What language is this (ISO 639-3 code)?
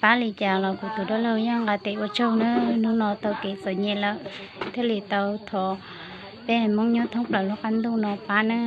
hmn